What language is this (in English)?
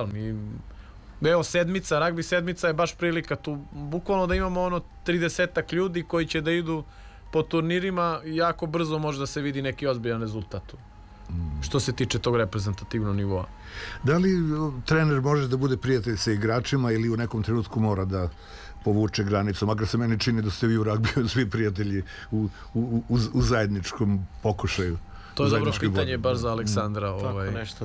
Serbian